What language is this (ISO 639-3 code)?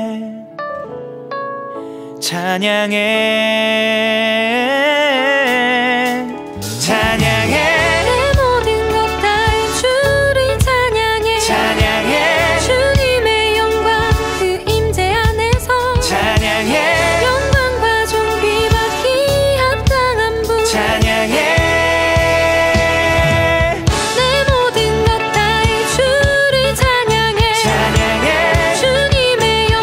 kor